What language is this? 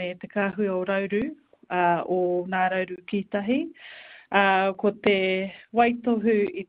Māori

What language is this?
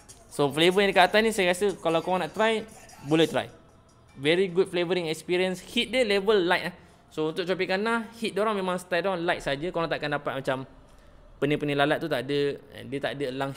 Malay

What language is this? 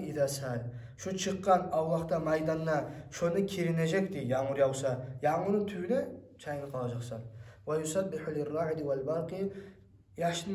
Kumyk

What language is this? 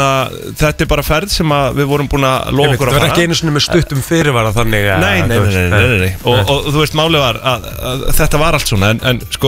Icelandic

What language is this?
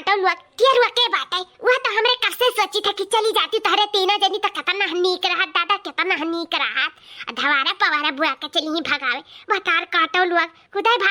Awadhi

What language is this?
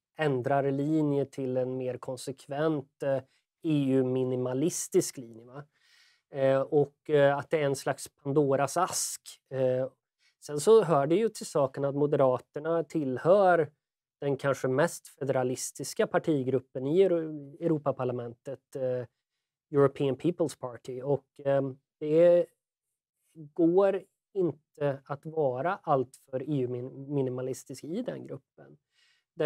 Swedish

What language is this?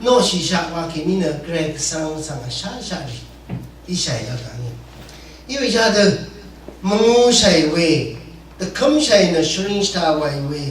Rawang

